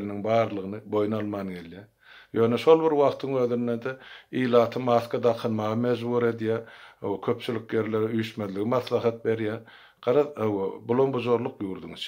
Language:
Turkmen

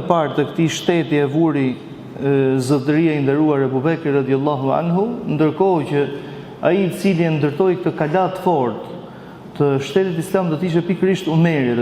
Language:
Albanian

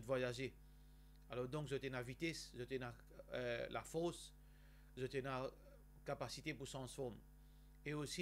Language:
Morisyen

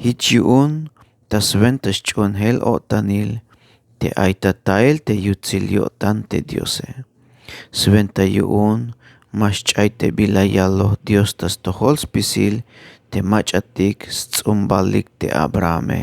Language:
Tzeltal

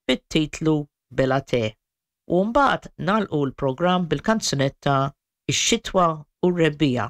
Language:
Maltese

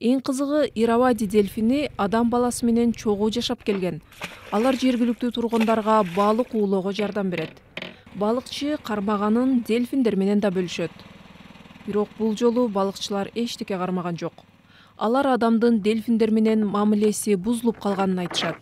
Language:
Kyrgyz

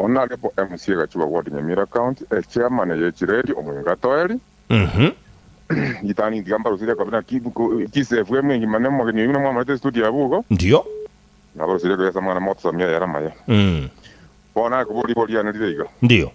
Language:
Gusii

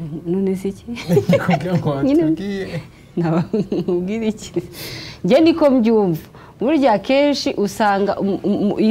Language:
Kinyarwanda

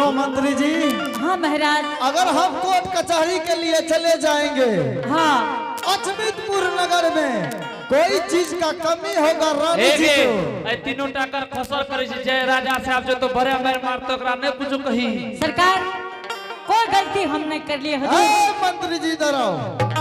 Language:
Angika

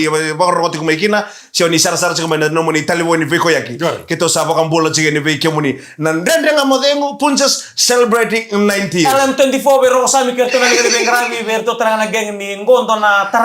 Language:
Fijian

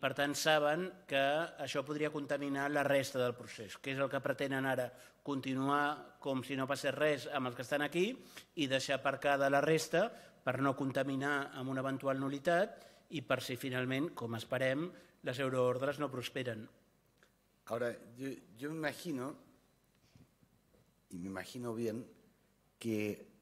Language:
Catalan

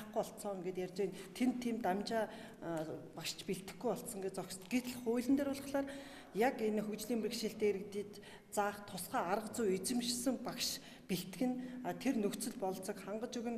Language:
Mongolian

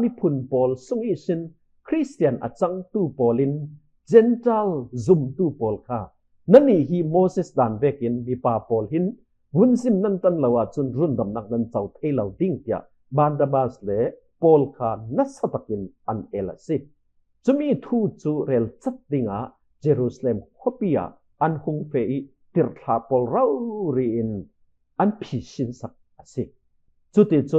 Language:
Falam Chin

